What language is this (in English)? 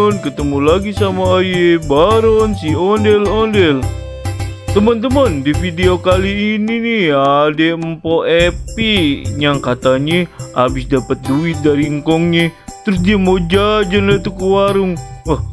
Betawi